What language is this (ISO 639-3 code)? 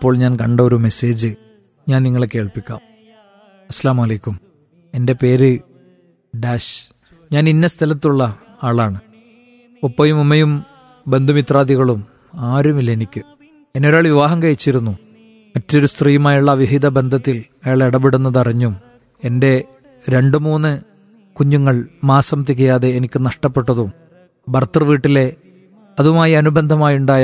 mal